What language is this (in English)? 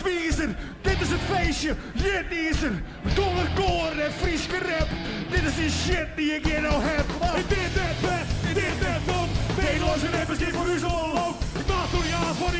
Western Frisian